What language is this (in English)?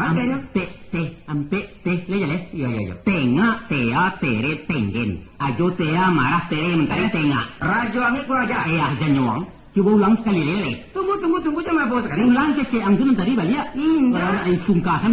Minangkabau